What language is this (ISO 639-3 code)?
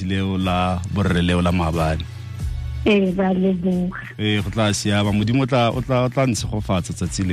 tsn